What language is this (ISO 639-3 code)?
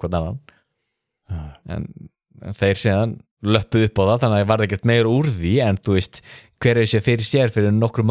isl